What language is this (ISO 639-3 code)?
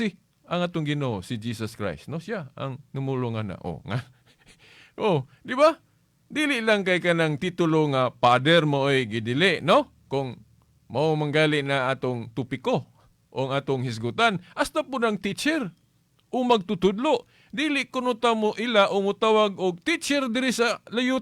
ceb